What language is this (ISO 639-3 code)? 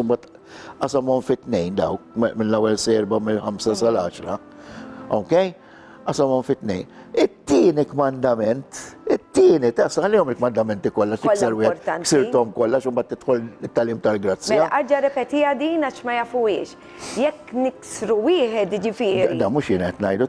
mlt